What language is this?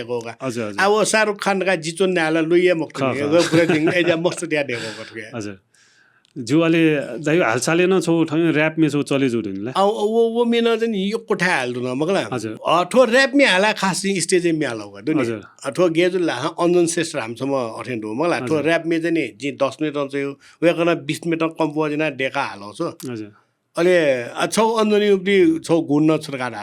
Newari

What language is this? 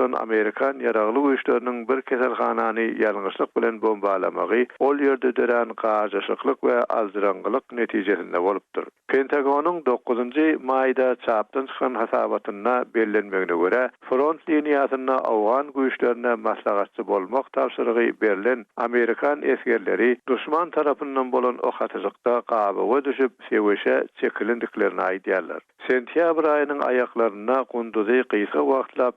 Turkmen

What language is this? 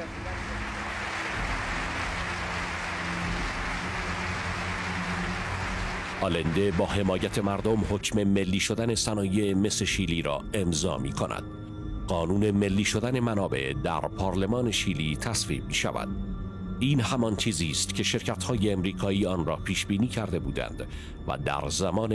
Persian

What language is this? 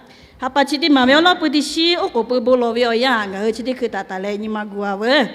Lahu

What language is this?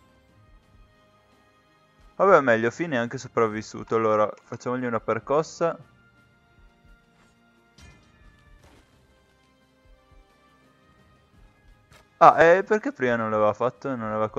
Italian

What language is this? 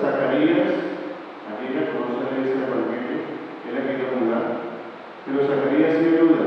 Papiamento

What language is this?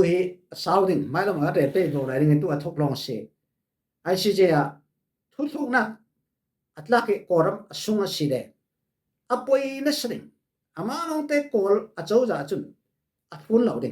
Falam Chin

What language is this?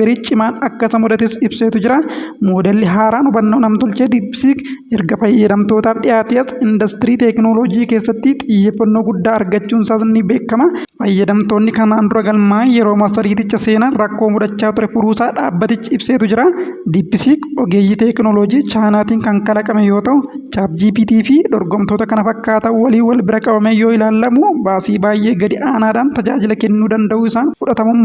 Oromo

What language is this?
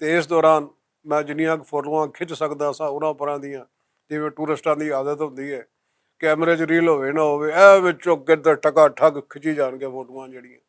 Western Panjabi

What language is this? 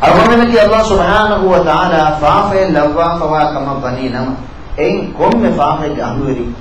Divehi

